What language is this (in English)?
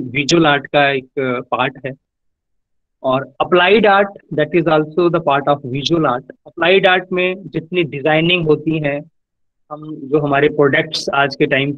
Hindi